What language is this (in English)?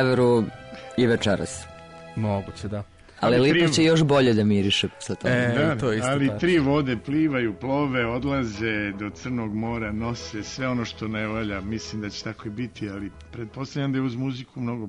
Serbian